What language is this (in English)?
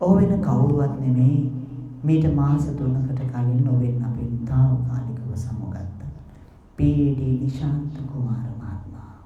Sinhala